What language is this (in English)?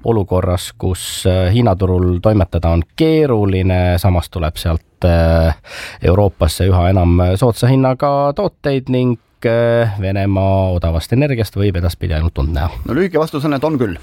Estonian